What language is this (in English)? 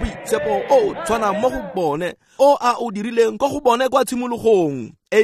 Tswana